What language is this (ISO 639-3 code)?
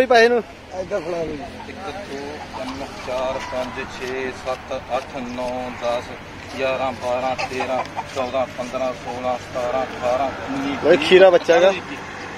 pan